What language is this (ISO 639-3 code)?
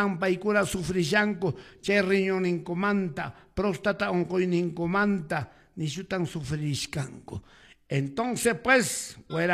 que